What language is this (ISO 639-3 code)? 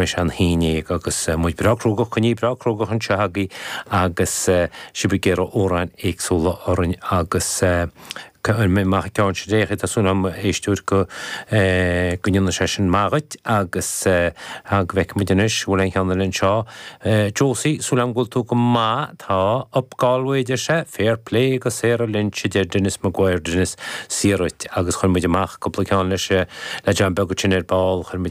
gle